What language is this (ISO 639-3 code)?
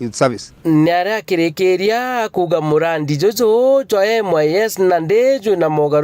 mer